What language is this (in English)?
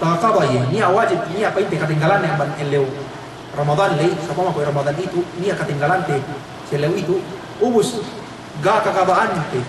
Yakan